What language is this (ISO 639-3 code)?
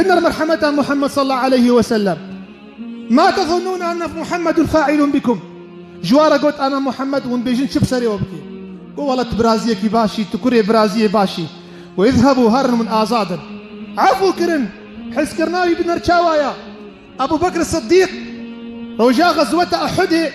kur